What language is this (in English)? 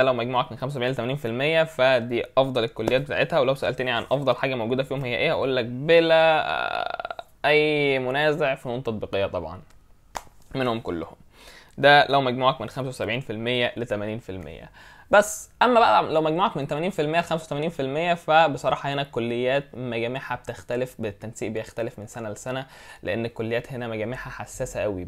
Egyptian Arabic